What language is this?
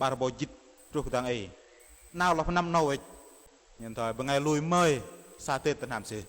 Bahnar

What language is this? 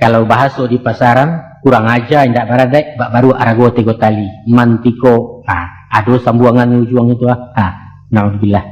Minangkabau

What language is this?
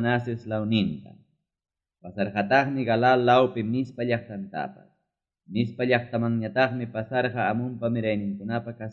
Ayacucho Quechua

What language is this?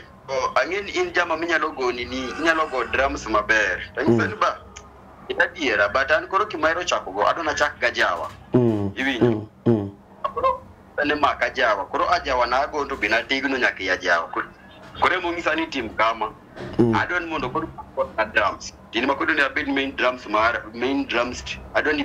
Luo (Kenya and Tanzania)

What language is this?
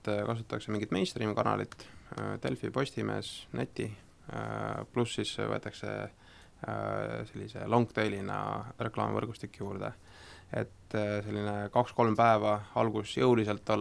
Estonian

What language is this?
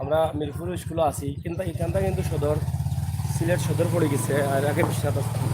Sylheti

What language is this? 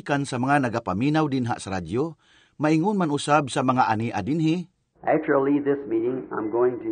Cebuano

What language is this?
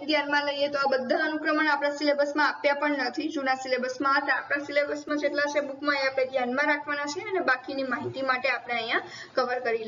Gujarati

